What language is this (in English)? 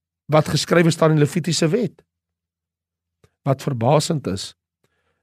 Afrikaans